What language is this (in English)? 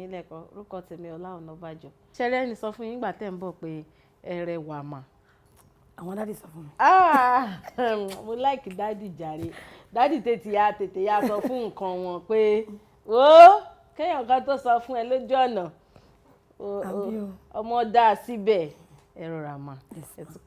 Yoruba